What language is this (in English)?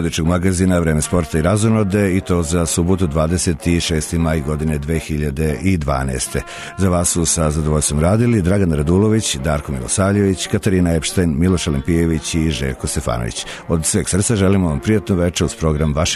Serbian